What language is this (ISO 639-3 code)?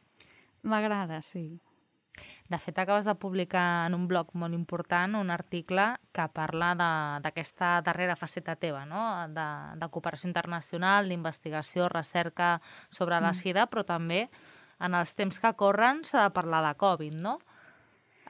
cat